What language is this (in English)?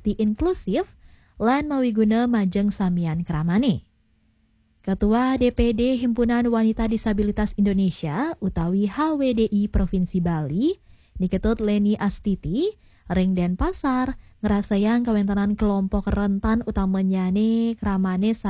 Balinese